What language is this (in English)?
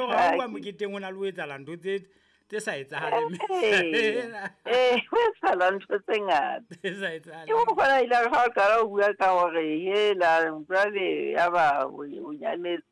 Southern Sotho